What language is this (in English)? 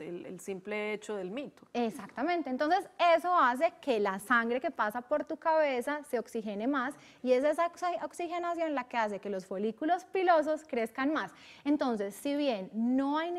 Spanish